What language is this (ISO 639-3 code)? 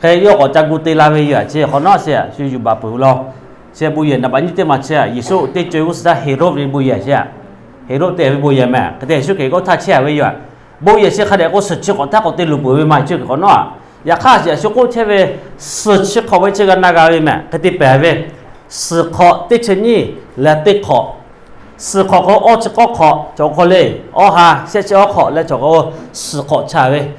lhu